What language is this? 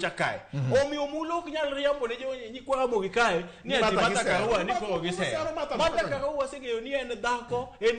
Luo (Kenya and Tanzania)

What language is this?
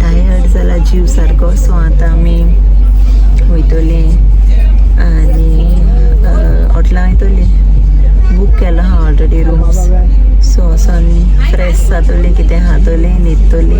Konkani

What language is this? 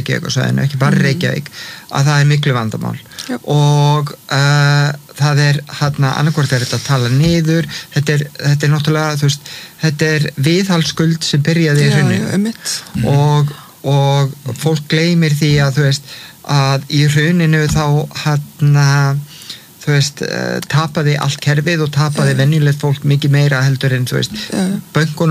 Icelandic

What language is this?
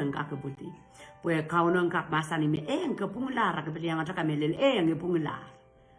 Pohnpeian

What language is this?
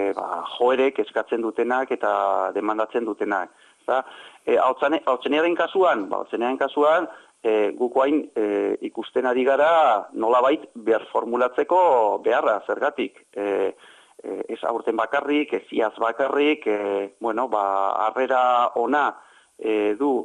Basque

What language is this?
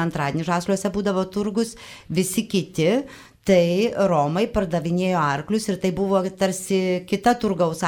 Lithuanian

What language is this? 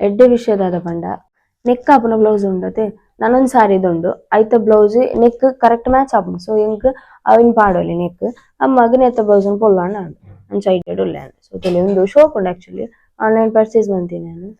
Tulu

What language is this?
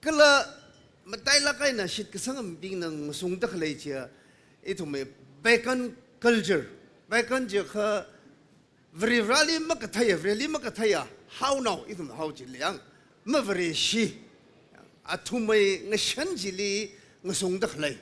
Tangkhul Naga (India)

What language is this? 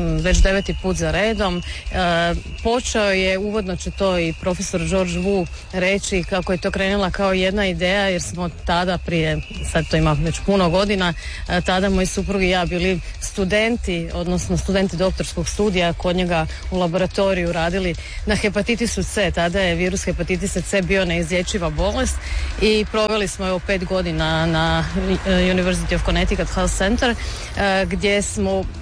Croatian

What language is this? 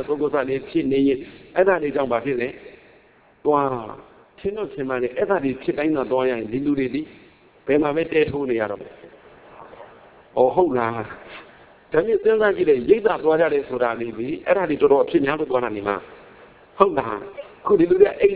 Burmese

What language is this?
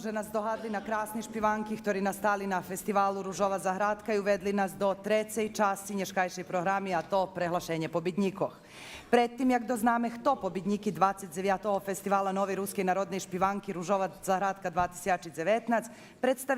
Rusyn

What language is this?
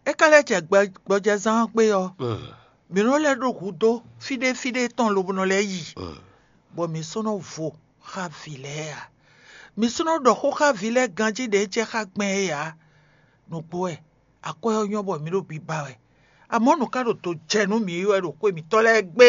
Fon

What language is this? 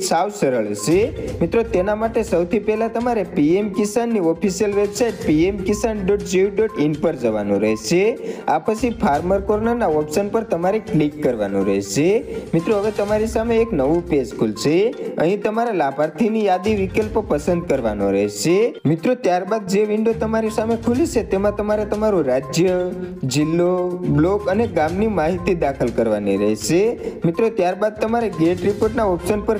Gujarati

